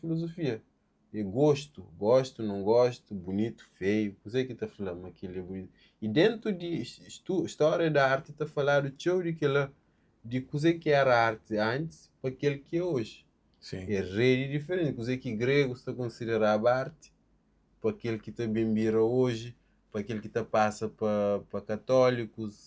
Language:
Kabuverdianu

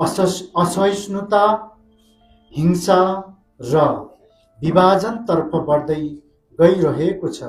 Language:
Nepali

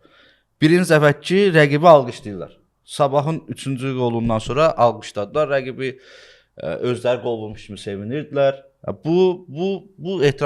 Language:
Azerbaijani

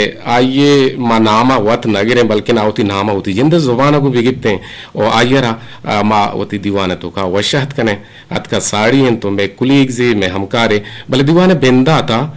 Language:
Eastern Balochi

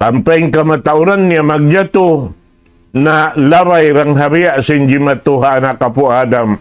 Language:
Tausug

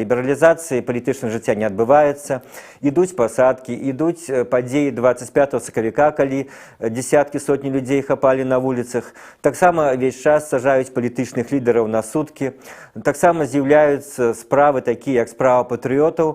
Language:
Belarusian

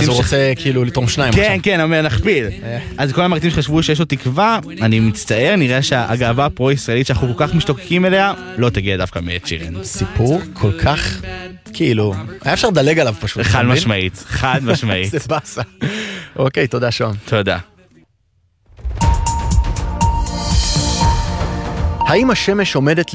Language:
Hebrew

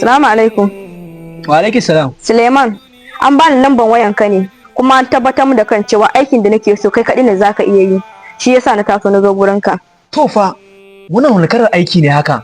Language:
Hausa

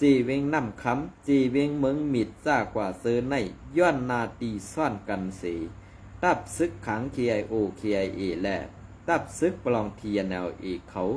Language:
Shan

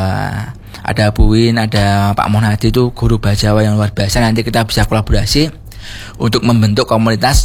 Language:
Indonesian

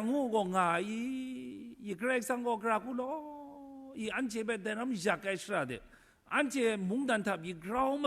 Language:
Kachin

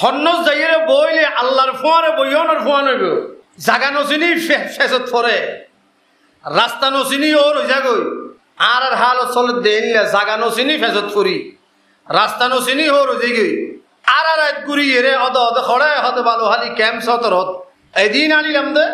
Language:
Rohingya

